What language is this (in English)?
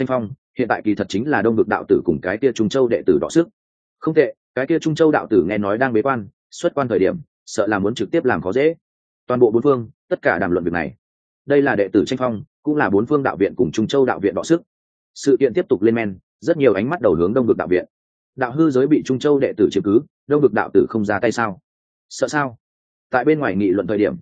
Vietnamese